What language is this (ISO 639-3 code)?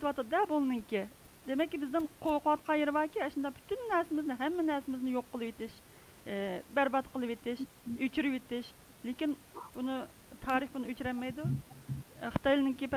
uig